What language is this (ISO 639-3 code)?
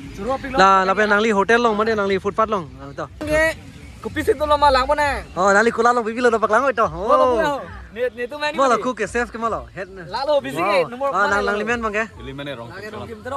mjw